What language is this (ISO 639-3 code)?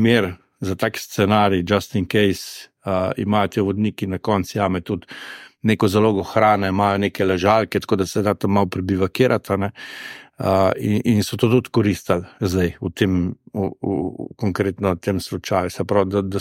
slv